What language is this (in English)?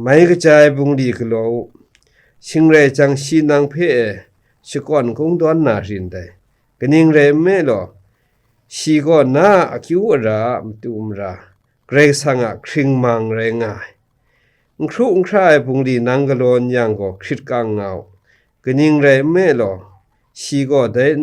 Kachin